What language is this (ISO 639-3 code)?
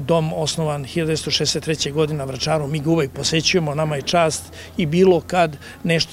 srp